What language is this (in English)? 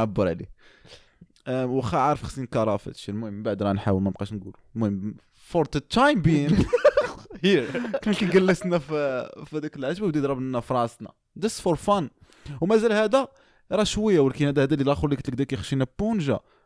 Moroccan Arabic